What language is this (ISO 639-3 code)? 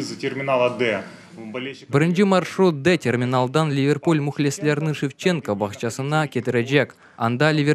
crh